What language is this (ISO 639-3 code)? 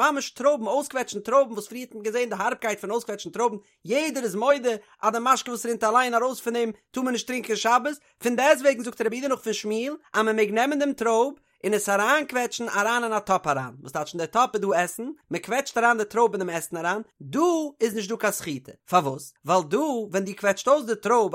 yid